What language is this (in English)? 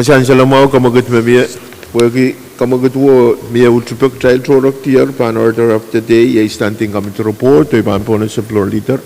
Pohnpeian